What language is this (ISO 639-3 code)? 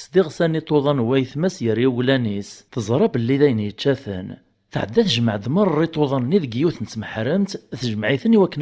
kab